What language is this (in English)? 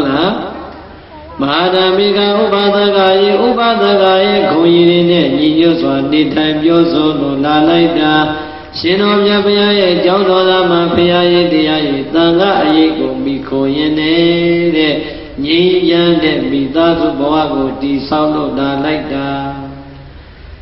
Burmese